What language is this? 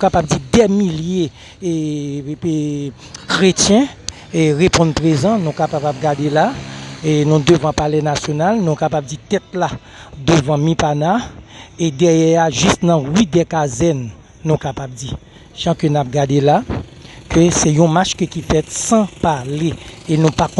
Haitian Creole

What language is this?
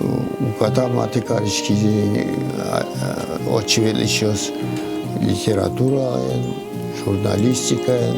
Udmurt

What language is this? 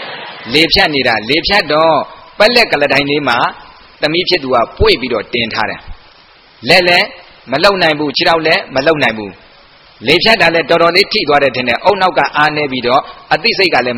Burmese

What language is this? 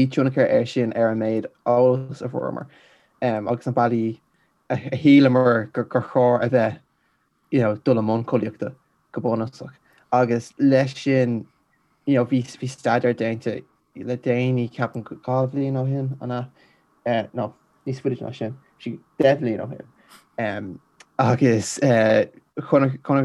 Irish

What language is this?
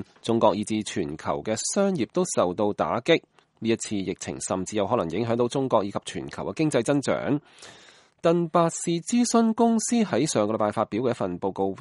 Cantonese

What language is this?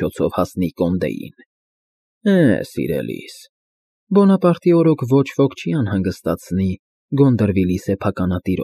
Armenian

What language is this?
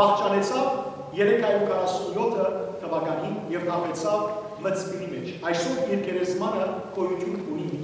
Western Armenian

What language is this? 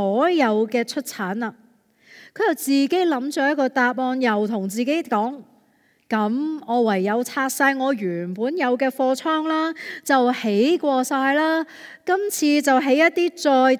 Cantonese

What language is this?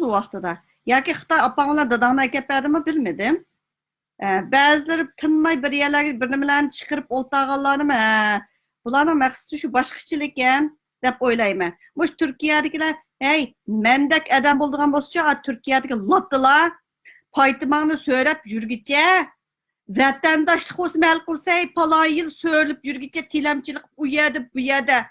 Uyghur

